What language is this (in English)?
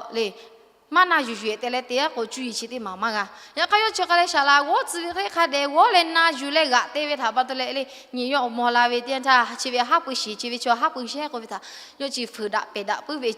Lahu